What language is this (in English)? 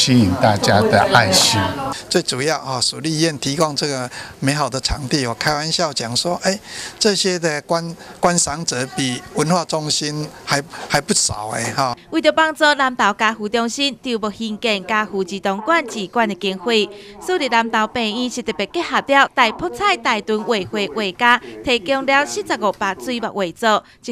Chinese